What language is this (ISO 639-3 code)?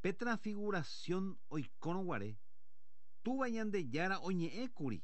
grn